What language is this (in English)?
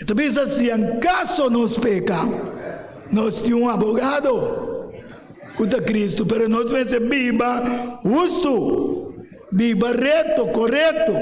Papiamento